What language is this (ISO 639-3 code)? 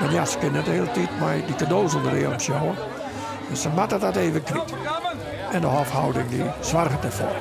fry